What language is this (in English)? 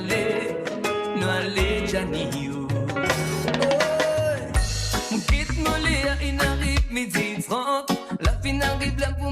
Morisyen